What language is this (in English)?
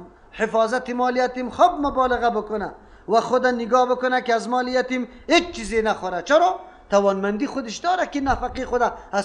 Persian